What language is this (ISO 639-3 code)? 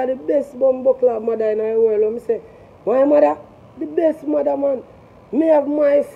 jam